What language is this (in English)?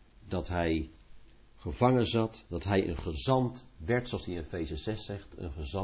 Dutch